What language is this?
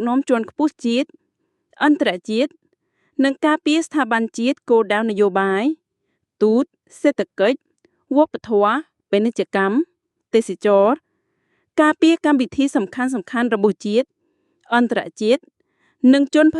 Khmer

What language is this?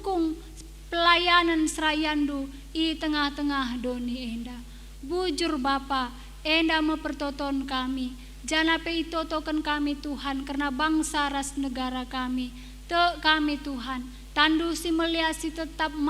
Batak Karo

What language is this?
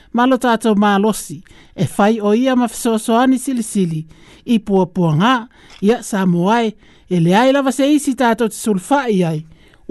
Samoan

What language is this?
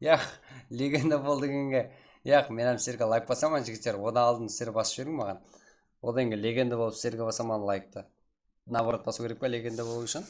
Kara-Kalpak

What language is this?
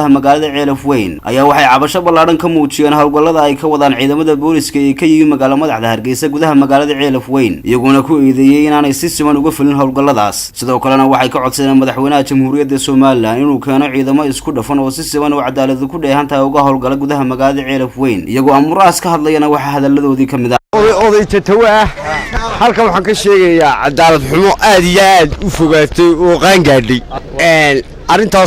Somali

